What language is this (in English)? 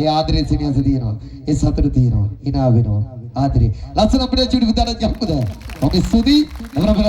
Sinhala